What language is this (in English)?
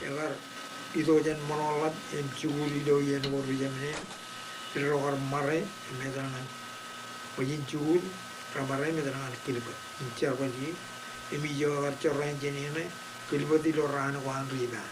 Marshallese